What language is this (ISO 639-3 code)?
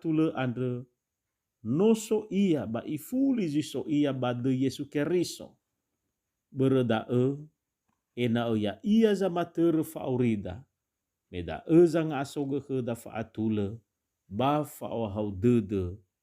nia